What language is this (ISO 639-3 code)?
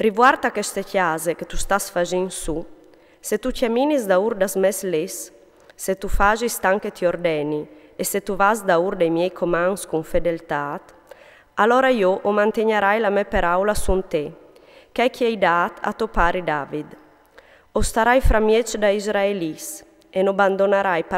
fur